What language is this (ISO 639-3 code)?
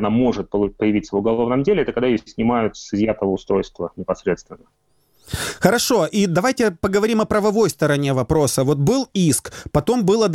rus